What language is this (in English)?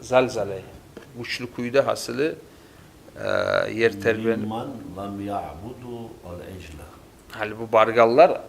Kumyk